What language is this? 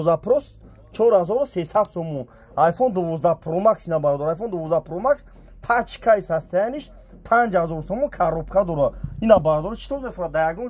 Tajik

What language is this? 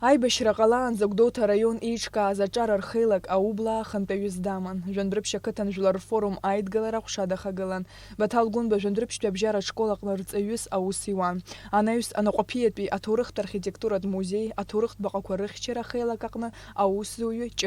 Abkhazian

